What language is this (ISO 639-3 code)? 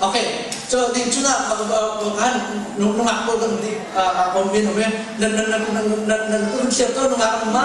cnh